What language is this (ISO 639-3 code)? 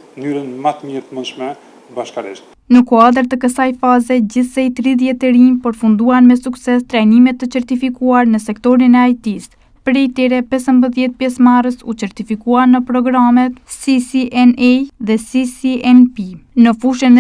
sqi